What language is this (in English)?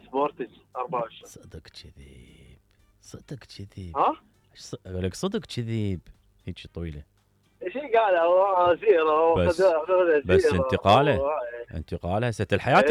Mesopotamian Arabic